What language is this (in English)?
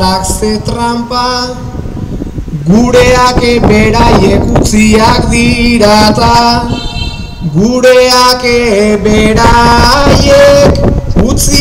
Basque